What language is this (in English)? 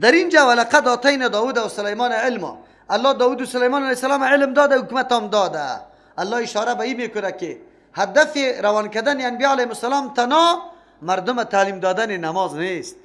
Persian